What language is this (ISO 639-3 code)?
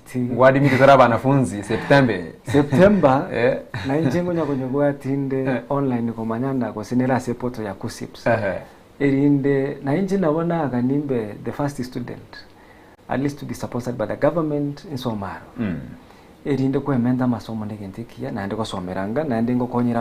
guz